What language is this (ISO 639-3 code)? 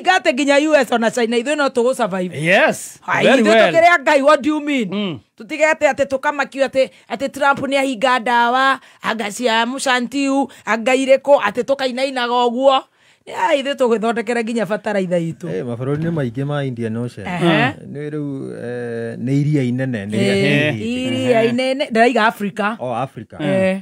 kik